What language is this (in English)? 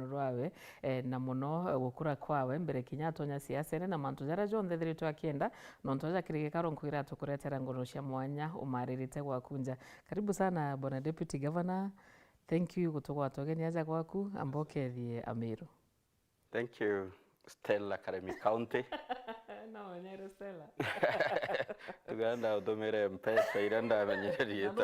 Meru